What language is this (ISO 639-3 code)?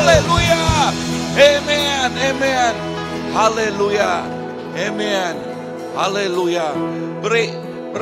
iba